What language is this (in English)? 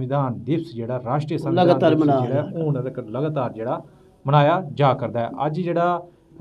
Dogri